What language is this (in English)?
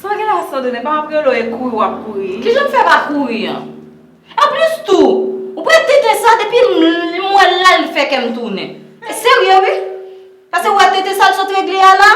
Haitian Creole